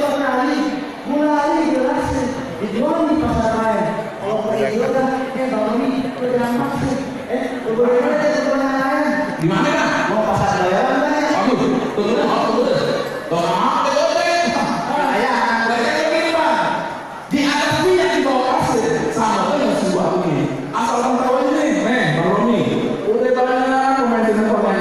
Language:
Betawi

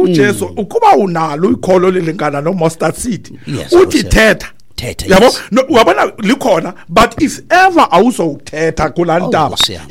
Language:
Xhosa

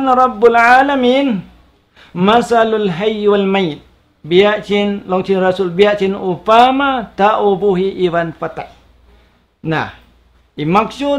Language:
Tausug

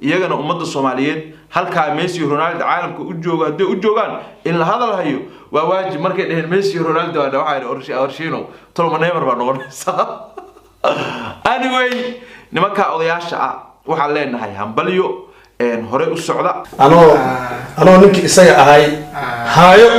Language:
Somali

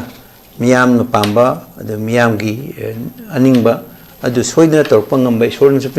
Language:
Manipuri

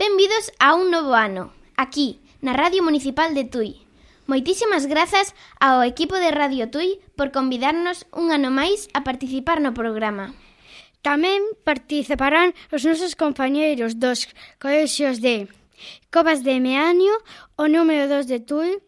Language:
Galician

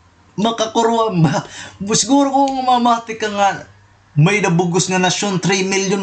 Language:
Waray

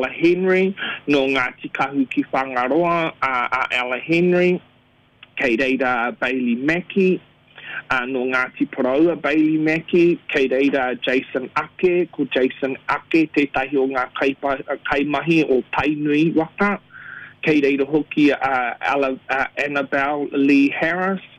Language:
Māori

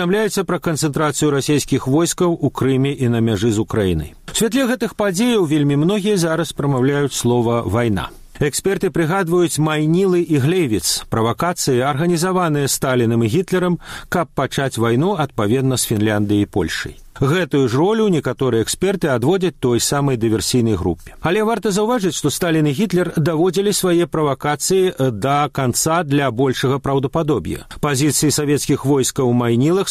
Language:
Belarusian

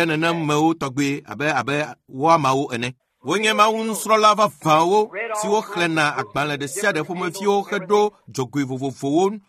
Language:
Ewe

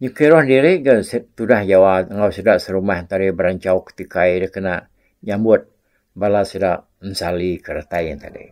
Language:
Iban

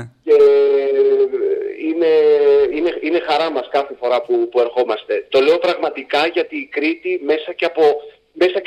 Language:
Greek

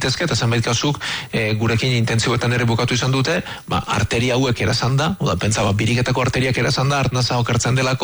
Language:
Basque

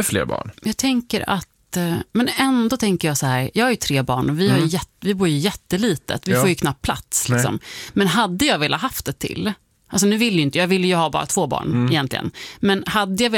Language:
Swedish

